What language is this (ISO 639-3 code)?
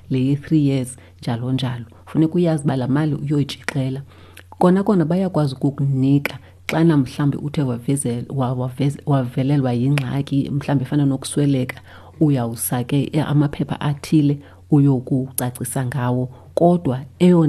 xho